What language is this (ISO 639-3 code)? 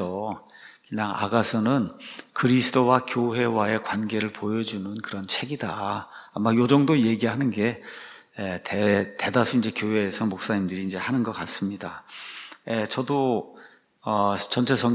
kor